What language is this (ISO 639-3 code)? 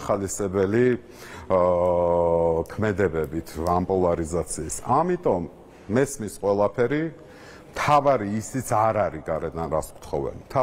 kat